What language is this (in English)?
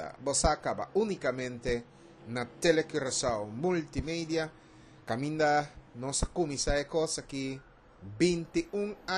Papiamento